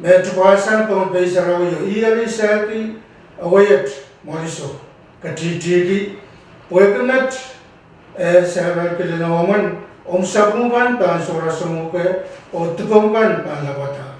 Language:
Pohnpeian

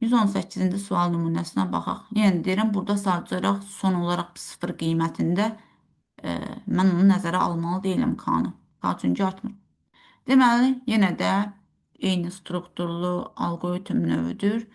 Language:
Azerbaijani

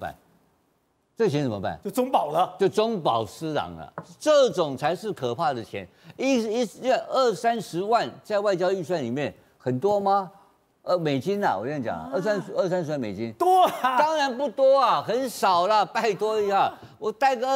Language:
Chinese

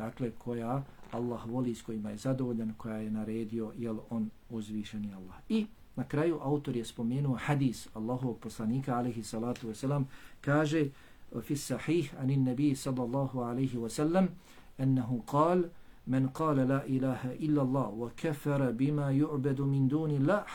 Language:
Bosnian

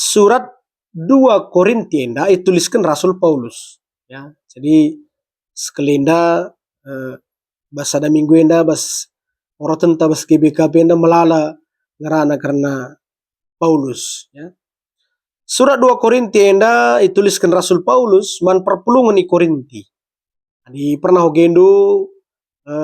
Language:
Batak Karo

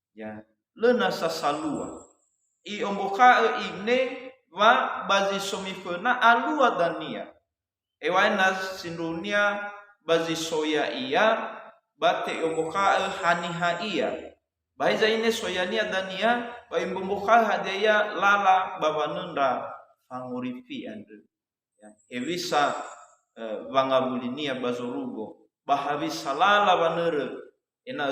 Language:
Nias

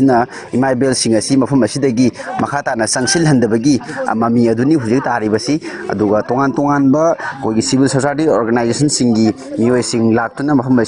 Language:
Manipuri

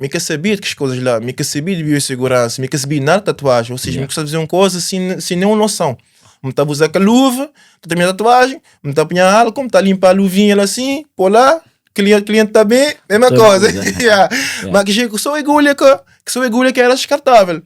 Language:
Kabuverdianu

